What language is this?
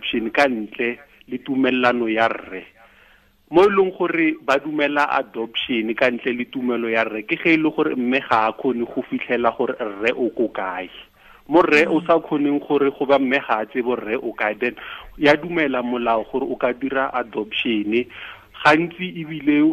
Tswana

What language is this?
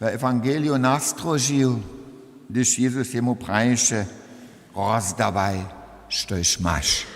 Upper Sorbian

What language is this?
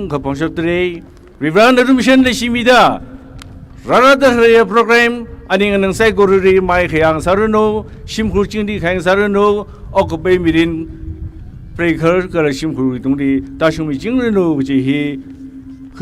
Tangkhul Naga (India)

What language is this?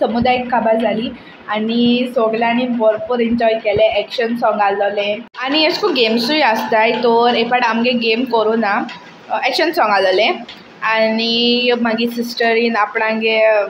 Konkani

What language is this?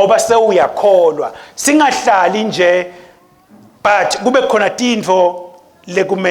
Swati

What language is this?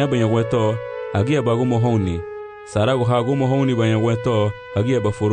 Garifuna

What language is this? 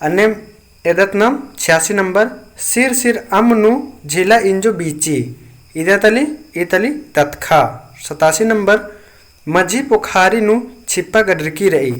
Kurukh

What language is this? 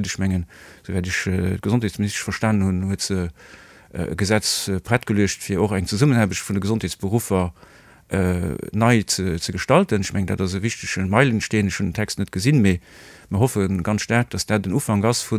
Luxembourgish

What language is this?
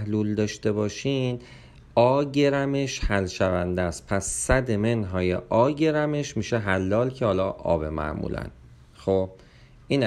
Persian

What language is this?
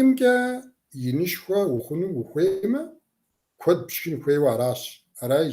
Kabardian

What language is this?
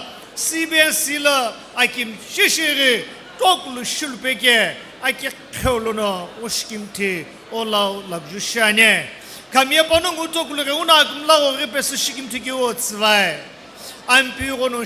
Sumi Naga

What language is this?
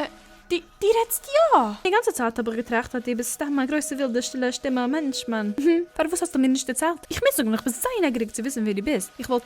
Yiddish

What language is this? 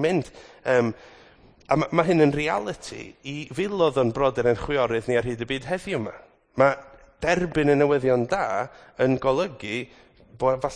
Welsh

